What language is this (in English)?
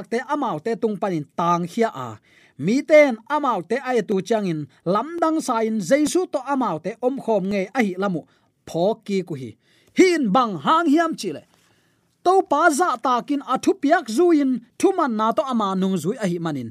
Tedim Chin